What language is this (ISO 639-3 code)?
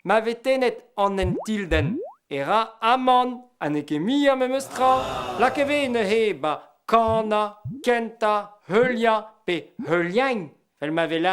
bre